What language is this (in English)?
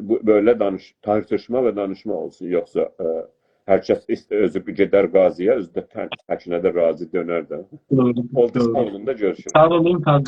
South Azerbaijani